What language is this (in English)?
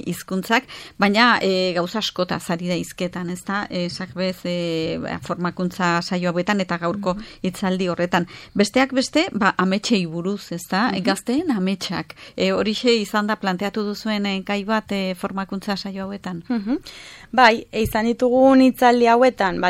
Basque